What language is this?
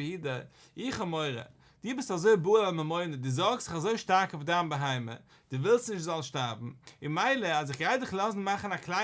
Yiddish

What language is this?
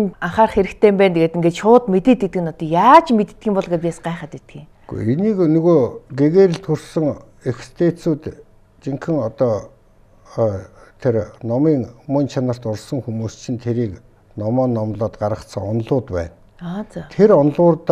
Mongolian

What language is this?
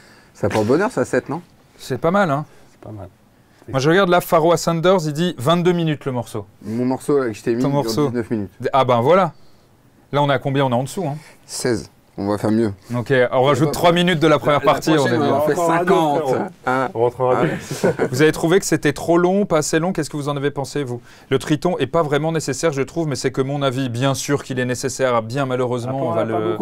French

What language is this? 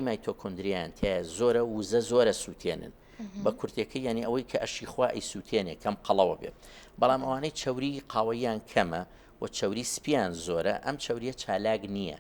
Central Kurdish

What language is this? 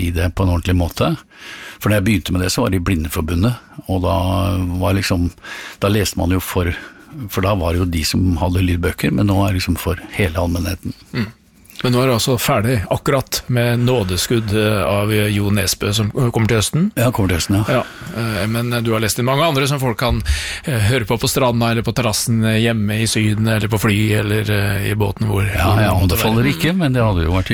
Norwegian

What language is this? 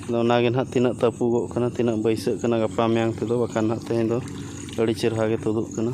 Santali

